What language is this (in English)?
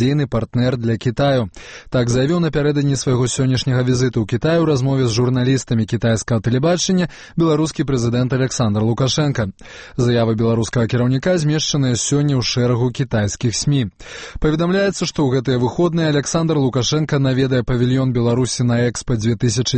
Belarusian